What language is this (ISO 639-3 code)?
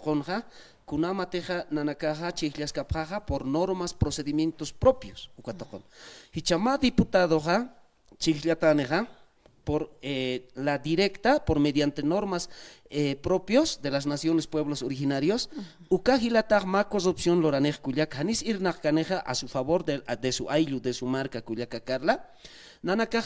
aym